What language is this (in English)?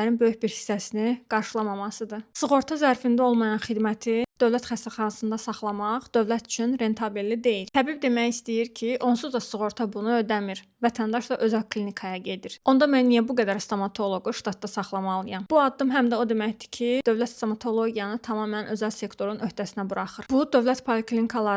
Azerbaijani